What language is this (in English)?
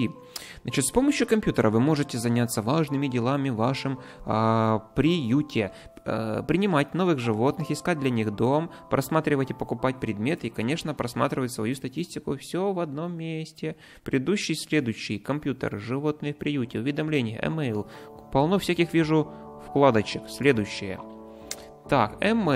Russian